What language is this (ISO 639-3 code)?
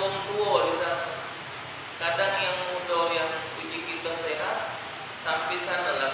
mui